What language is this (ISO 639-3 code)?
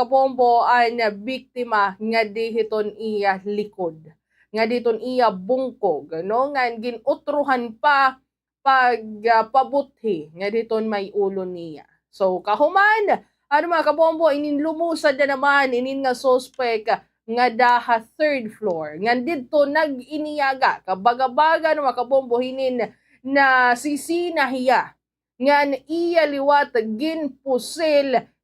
war